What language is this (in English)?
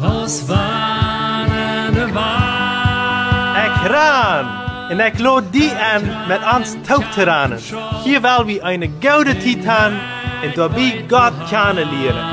Plautdietsch